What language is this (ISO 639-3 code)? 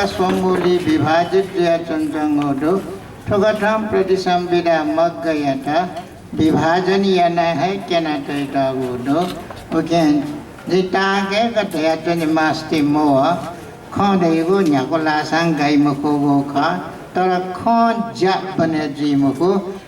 new